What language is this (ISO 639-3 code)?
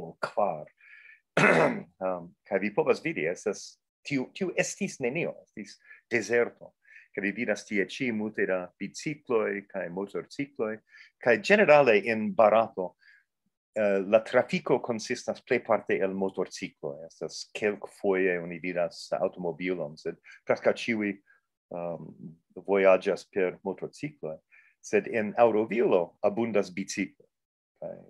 epo